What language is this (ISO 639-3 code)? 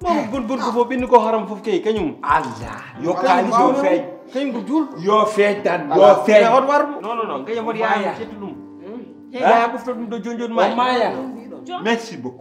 ful